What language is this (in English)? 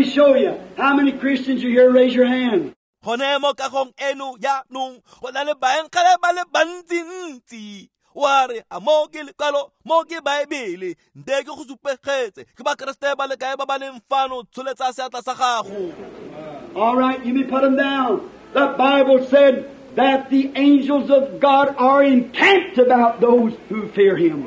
Tswana